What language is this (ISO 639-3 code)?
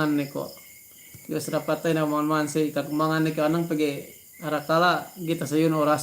yka